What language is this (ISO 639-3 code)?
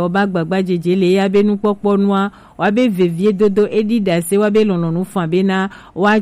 gej